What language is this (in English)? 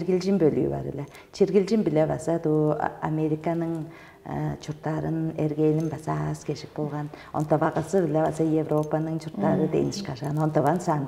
Tuvinian